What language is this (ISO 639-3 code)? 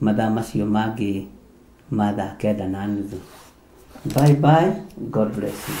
kik